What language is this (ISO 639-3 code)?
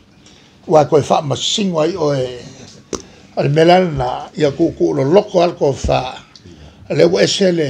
smo